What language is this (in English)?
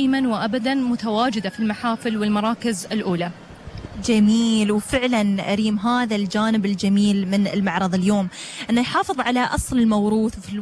Gulf Arabic